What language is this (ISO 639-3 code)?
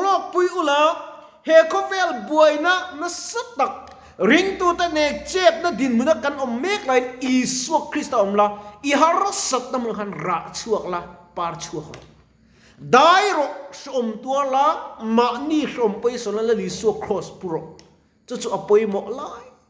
lus